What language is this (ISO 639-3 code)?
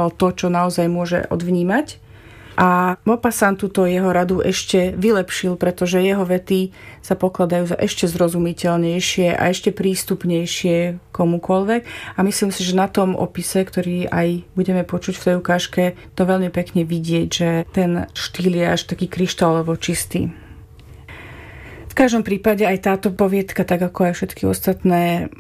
slk